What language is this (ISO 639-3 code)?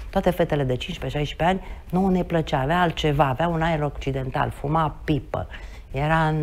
ron